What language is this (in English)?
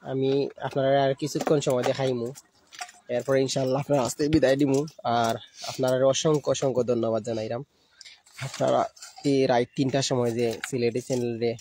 Sylheti